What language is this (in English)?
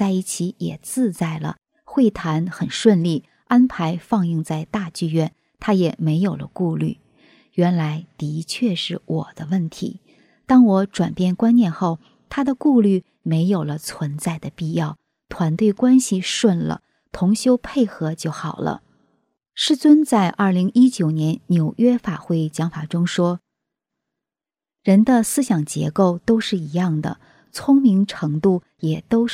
Chinese